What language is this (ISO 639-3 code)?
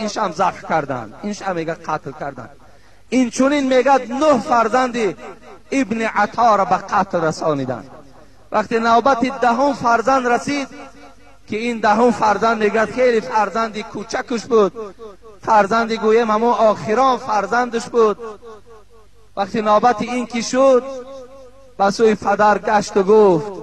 fas